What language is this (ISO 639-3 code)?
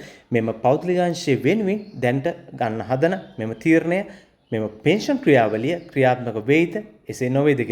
sin